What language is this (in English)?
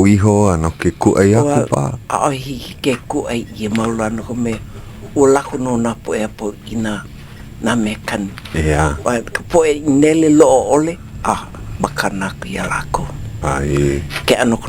Hawaiian